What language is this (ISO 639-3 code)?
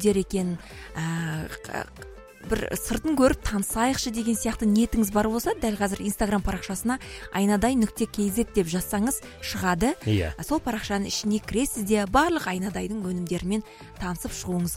kaz